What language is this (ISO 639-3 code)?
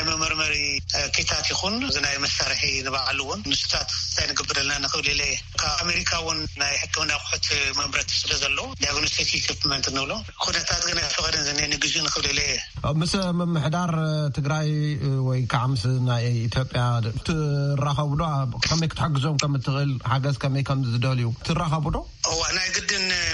tir